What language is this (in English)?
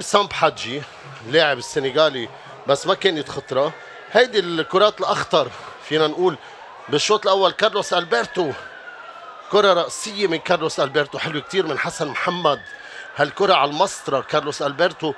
North Levantine Arabic